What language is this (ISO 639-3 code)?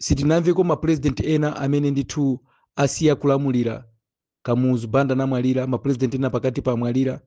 nya